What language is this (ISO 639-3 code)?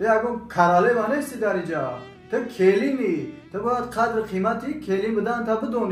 tgk